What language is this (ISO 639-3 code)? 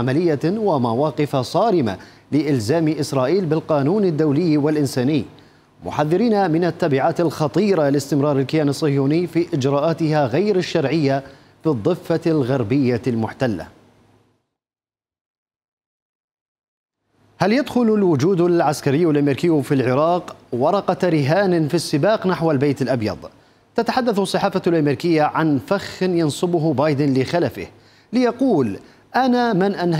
ara